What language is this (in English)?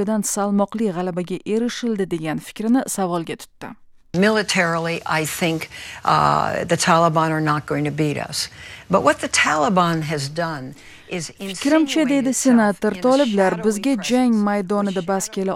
Uzbek